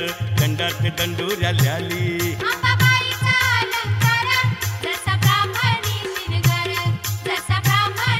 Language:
Marathi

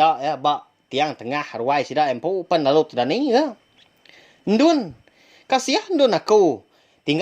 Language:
Iban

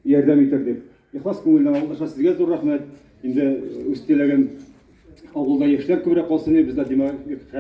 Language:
Tatar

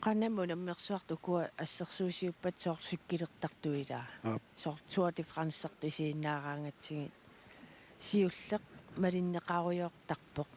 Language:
Kalaallisut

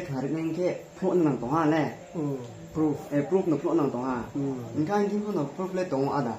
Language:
Riang (India)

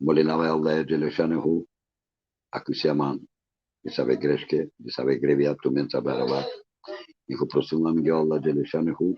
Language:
Balkan Romani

